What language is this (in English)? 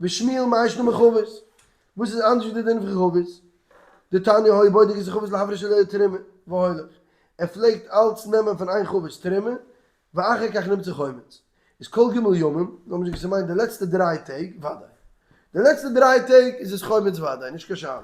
Yiddish